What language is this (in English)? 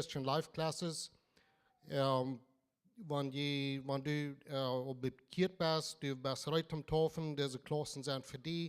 Plautdietsch